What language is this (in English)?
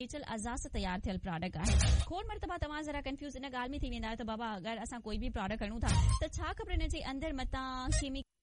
Sindhi